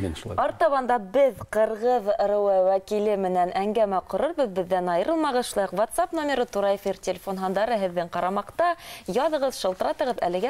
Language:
Bashkir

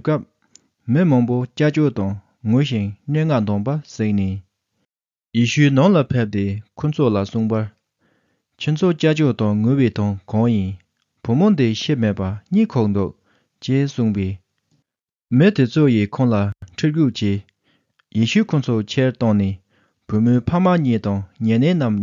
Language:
Tibetan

